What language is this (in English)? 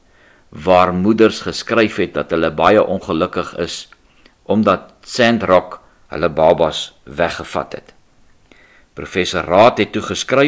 Afrikaans